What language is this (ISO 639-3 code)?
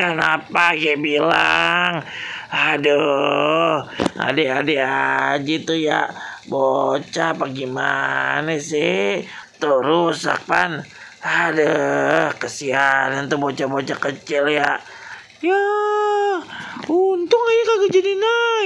bew